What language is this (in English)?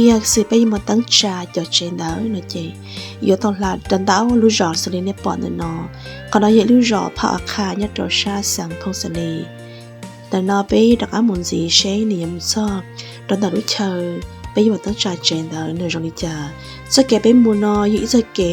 Hmong